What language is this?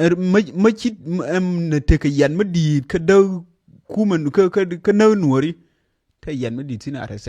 Nuer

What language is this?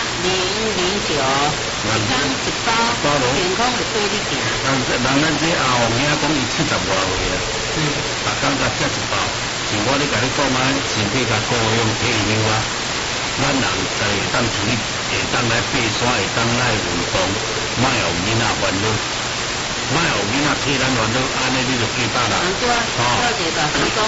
Min Nan Chinese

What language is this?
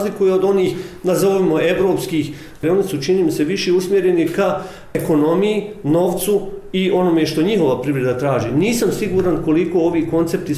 Bosnian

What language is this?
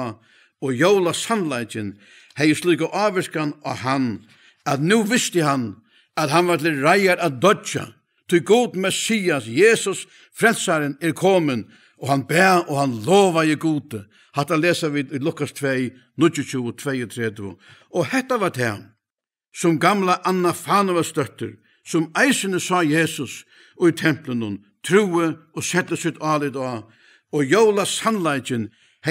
Faroese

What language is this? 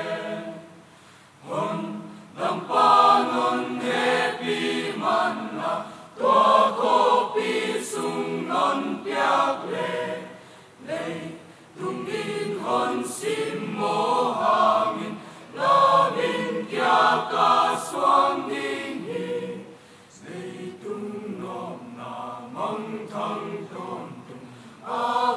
Paite Chin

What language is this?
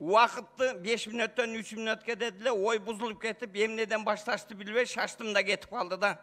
Kyrgyz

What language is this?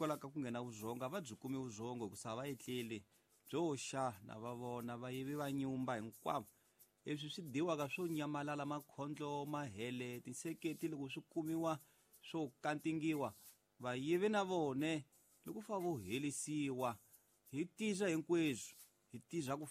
Tsonga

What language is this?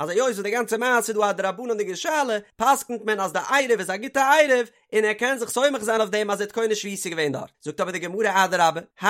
Yiddish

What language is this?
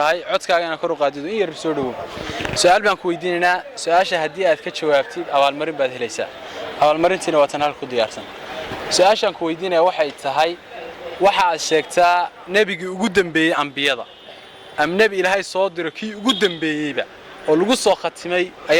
Somali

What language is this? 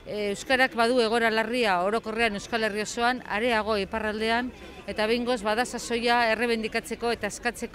Basque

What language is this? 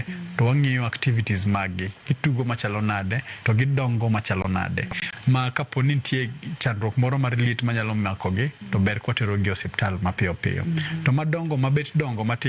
Luo (Kenya and Tanzania)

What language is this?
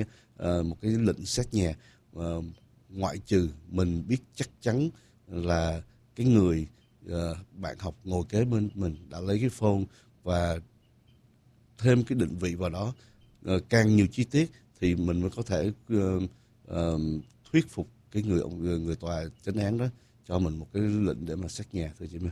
Vietnamese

